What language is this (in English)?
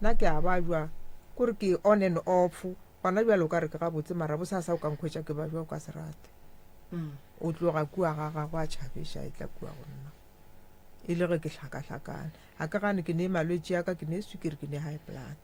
Northern Sotho